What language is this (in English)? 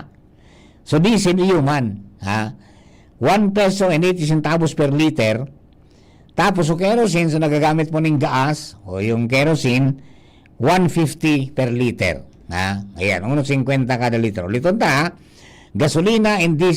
Bikol